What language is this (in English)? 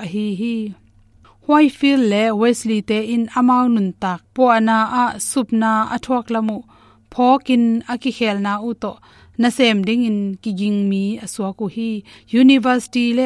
Tedim Chin